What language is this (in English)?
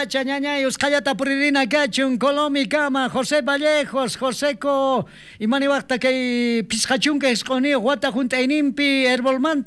South Bolivian Quechua